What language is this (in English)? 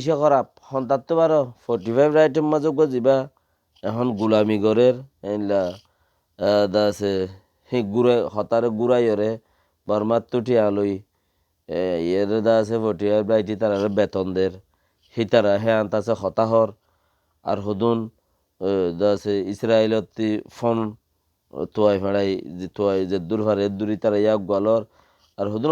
Rohingya